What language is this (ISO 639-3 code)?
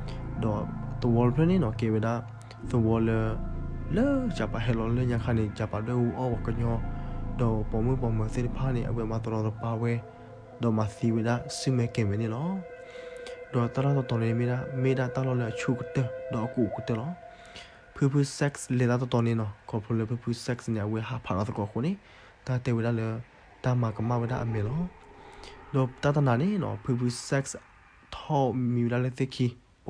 ksw